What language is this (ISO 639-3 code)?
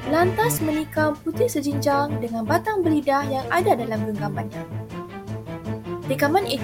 msa